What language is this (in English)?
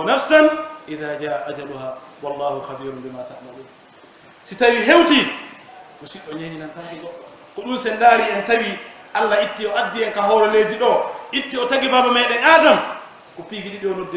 Pular